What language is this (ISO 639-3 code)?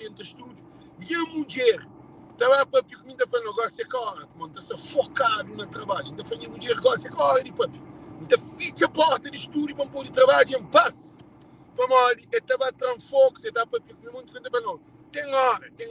kea